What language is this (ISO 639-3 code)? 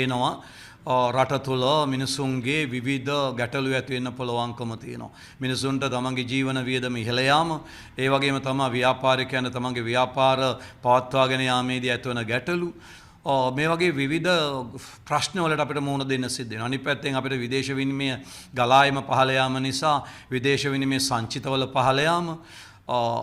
sin